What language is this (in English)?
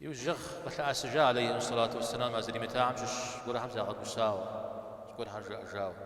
Kabardian